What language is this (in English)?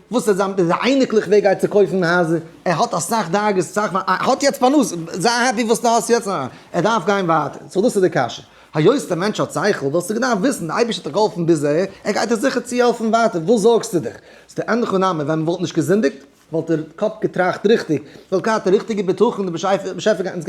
Yiddish